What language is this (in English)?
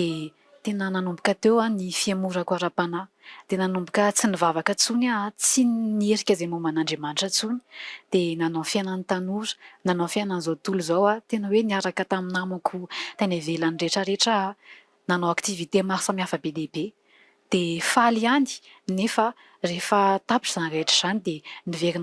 Malagasy